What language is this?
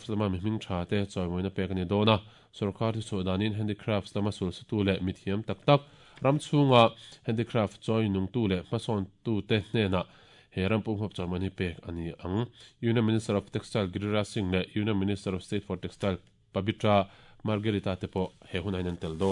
Mizo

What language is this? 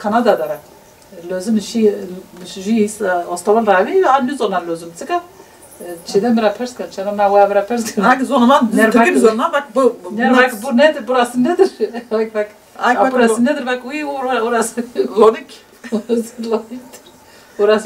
Zaza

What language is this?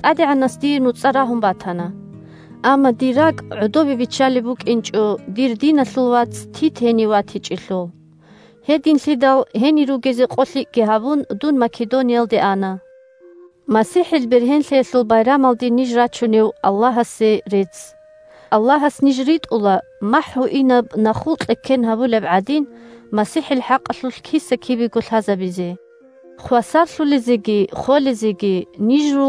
Avaric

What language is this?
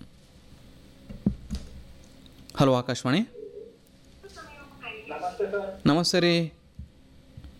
Kannada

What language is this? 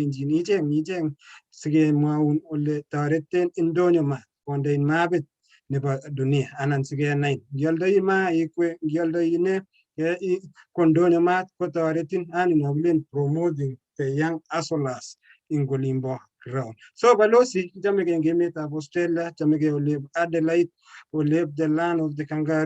Kalenjin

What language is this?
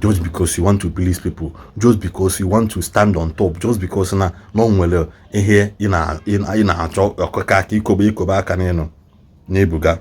Igbo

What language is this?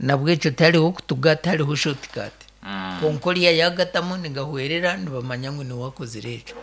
Nyankole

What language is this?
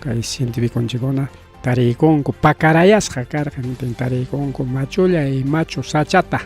Ayacucho Quechua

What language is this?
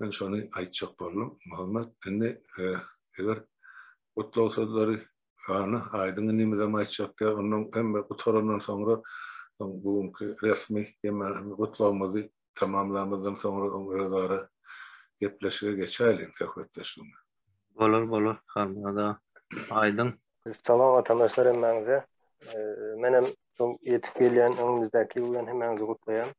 Turkmen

